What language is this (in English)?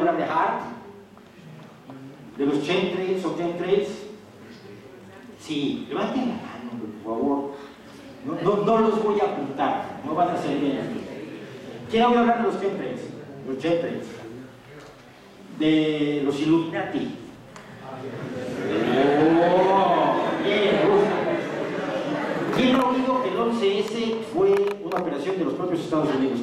Spanish